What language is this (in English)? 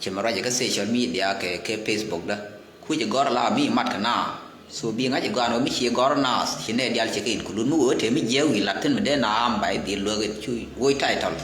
Nuer